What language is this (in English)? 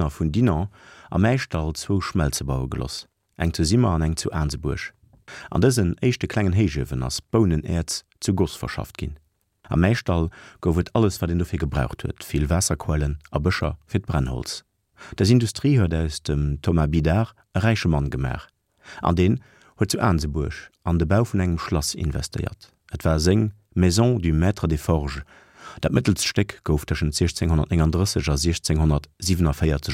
Luxembourgish